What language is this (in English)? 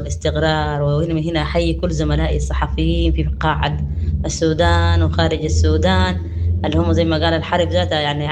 Sudanese Arabic